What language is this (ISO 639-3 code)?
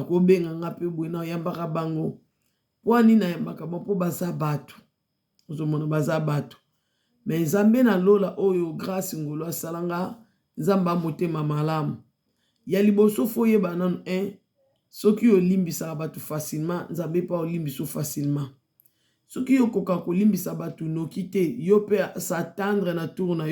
lin